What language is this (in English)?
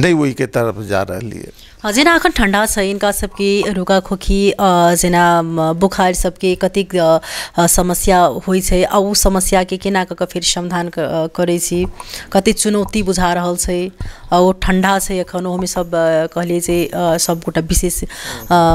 Maithili